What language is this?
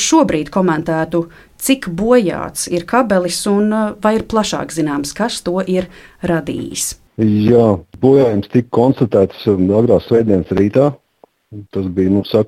Latvian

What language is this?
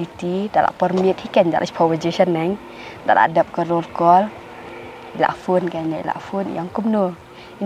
Khasi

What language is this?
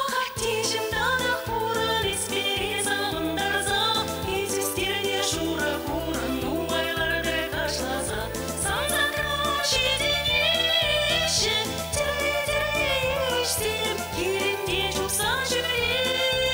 Chuvash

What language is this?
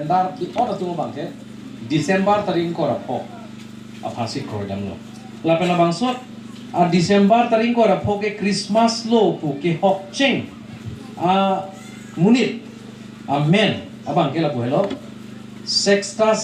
Karbi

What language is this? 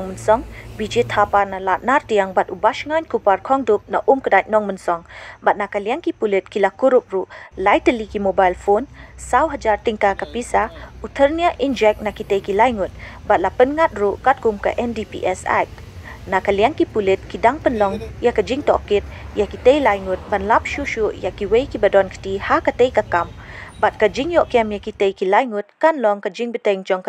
Khasi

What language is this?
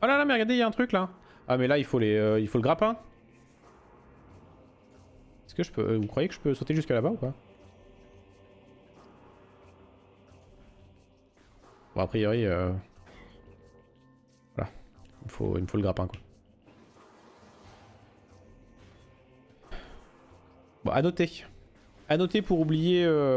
French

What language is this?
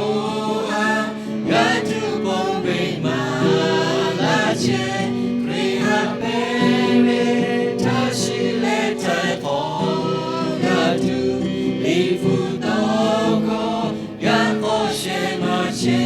Lahu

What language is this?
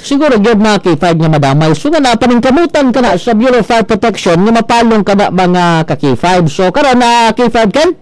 Cebuano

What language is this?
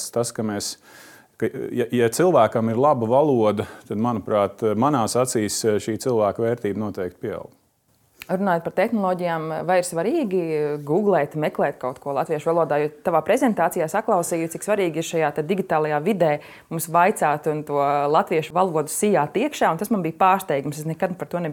Latvian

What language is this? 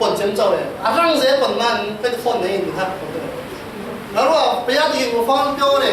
Falam Chin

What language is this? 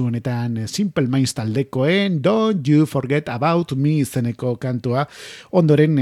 Basque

